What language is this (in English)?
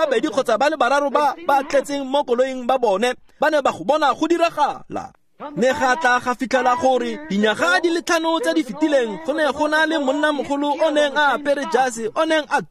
Tswana